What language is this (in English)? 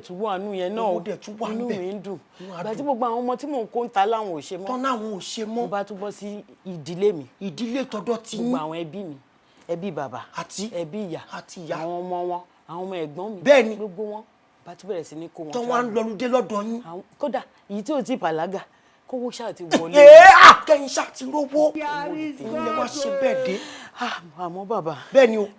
Yoruba